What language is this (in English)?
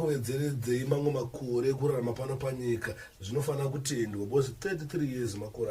Shona